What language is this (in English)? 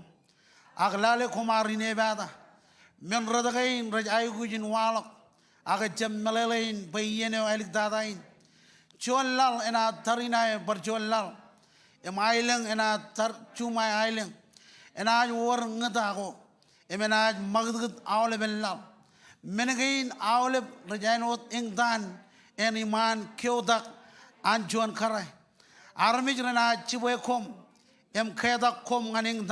Marshallese